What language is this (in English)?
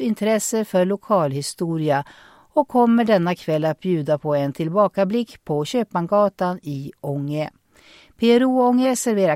Swedish